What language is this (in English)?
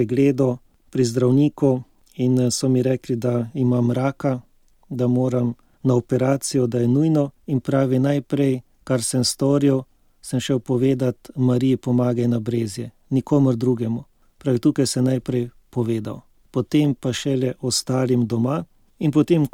Slovenian